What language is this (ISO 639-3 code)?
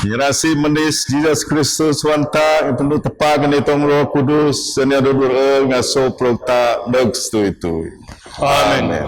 bth